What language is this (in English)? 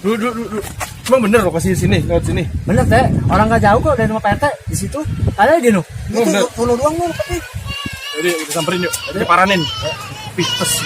Betawi